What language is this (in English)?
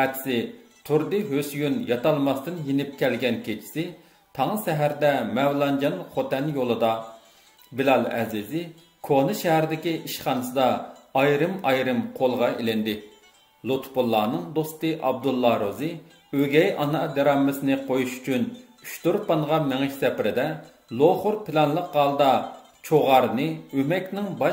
Uyghur